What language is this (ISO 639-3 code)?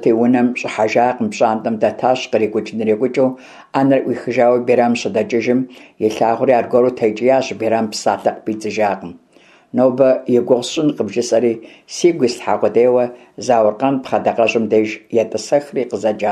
kbd